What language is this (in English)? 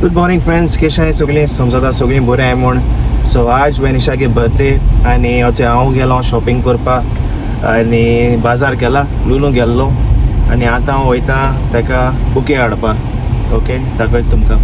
Konkani